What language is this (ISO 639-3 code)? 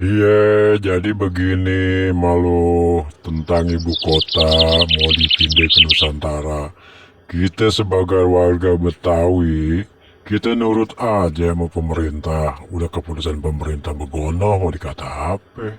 bew